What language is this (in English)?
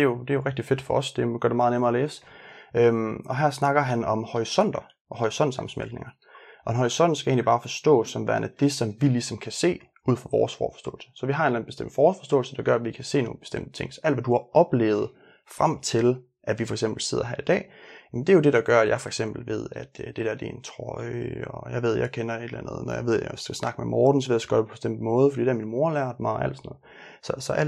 Danish